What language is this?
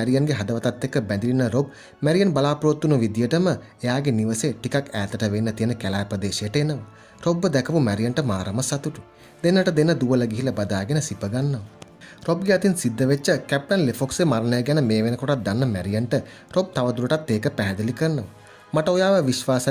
Sinhala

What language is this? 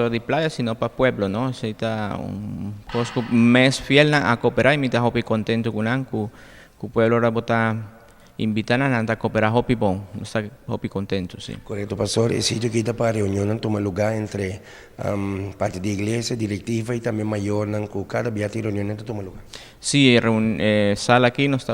Papiamento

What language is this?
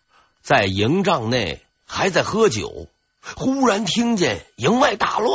Chinese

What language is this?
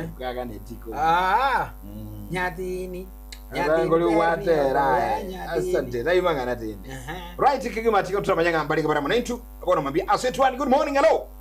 Gusii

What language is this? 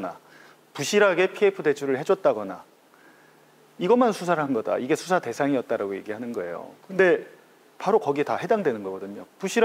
Korean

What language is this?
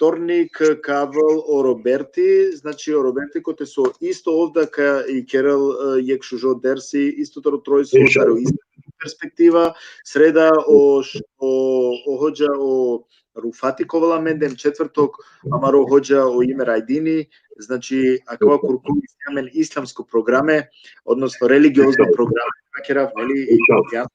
Balkan Romani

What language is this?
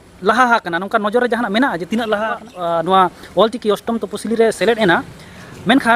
Santali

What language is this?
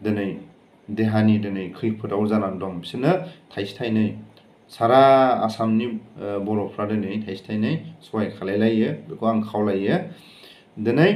Bodo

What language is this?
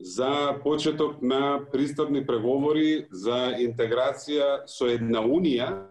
Macedonian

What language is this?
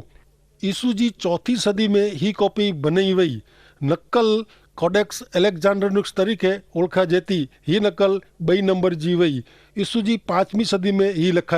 Kachhi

